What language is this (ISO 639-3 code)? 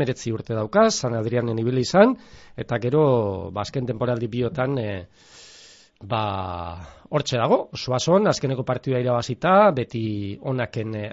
eus